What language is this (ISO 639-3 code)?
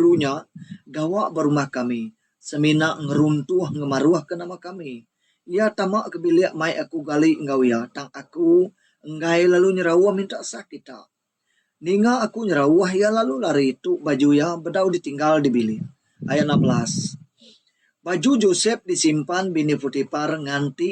iba